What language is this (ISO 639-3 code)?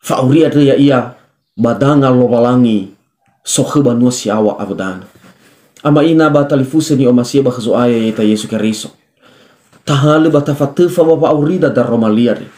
nia